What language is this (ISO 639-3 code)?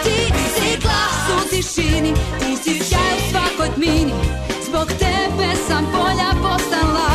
srp